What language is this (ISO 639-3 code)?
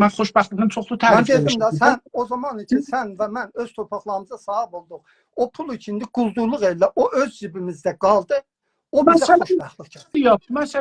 azb